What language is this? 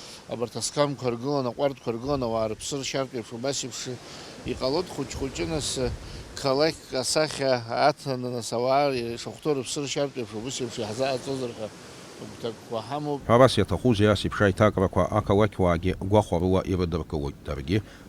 Abkhazian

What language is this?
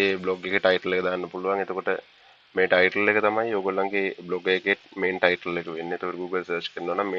Sinhala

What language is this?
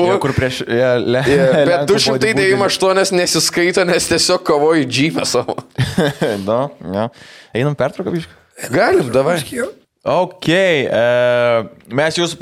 Lithuanian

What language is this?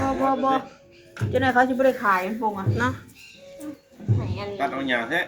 Lao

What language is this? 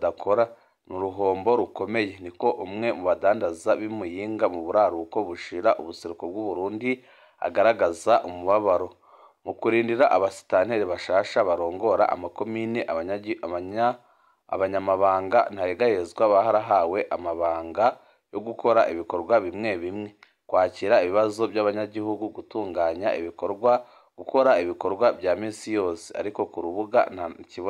Rundi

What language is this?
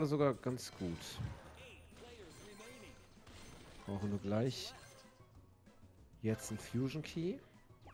German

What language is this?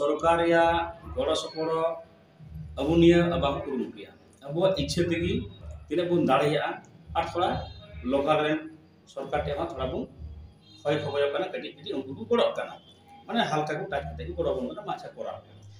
Santali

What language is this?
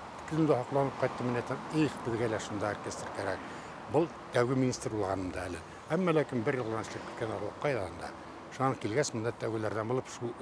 Bashkir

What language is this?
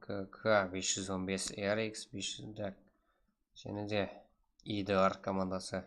Kara-Kalpak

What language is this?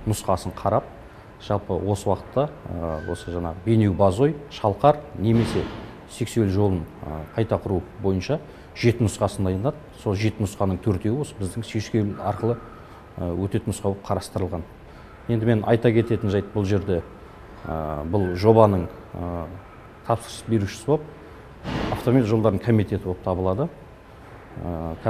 Kazakh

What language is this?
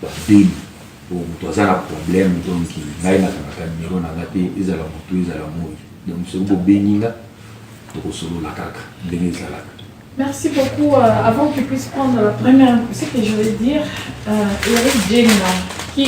Lingala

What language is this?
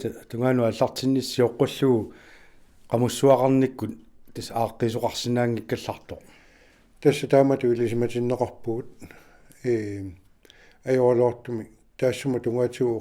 Kalaallisut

